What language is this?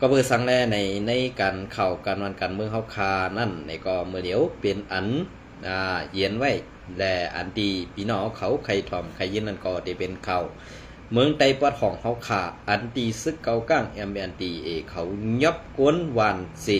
Shan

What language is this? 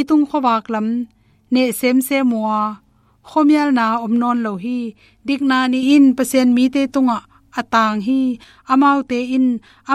Tedim Chin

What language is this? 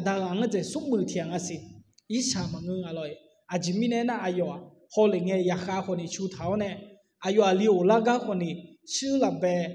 Akha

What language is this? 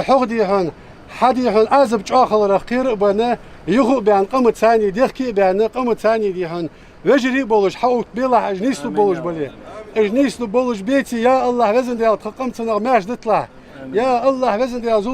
Ingush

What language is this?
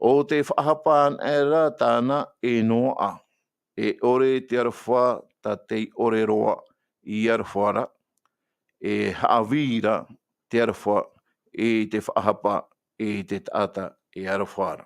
Tahitian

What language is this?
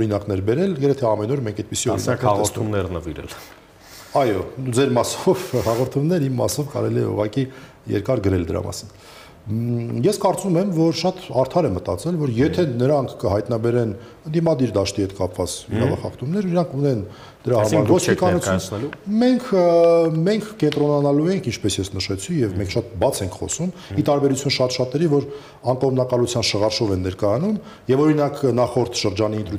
Armenian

